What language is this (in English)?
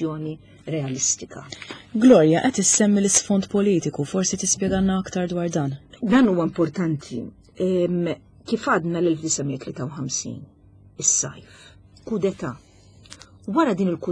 Maltese